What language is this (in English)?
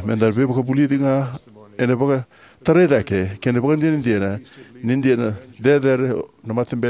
Fijian